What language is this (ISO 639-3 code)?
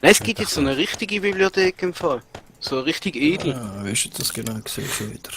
gsw